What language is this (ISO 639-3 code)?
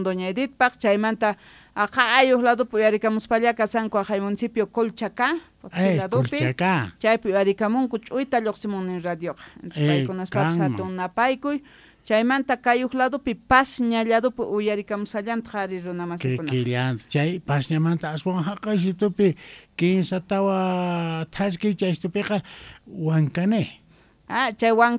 quh